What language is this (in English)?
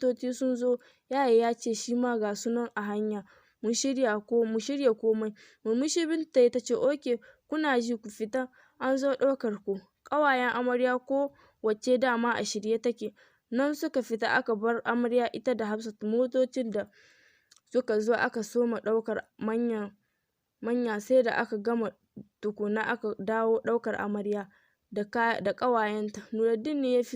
Hausa